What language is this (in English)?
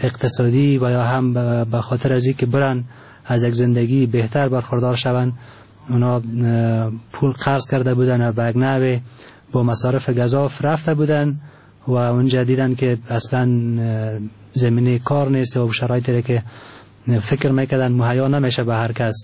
Persian